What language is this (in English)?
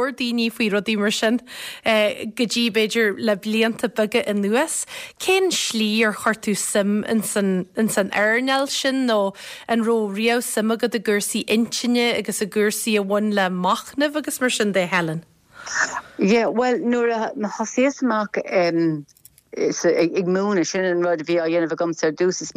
Irish